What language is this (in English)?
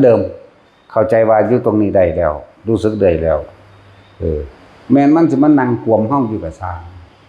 Northeastern Thai